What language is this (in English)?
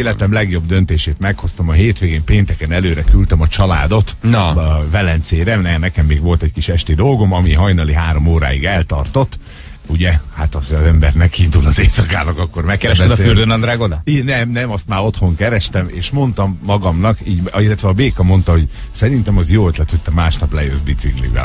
Hungarian